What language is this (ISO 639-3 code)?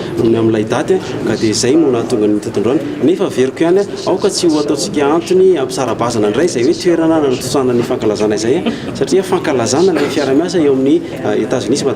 mlg